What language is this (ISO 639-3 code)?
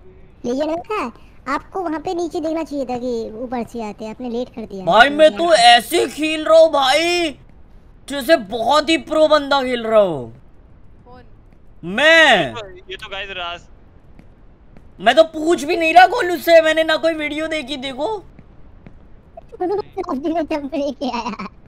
hin